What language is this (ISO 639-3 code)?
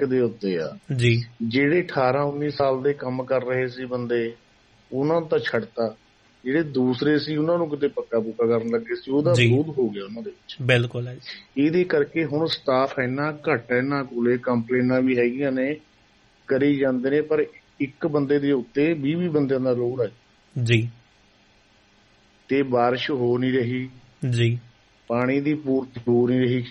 pan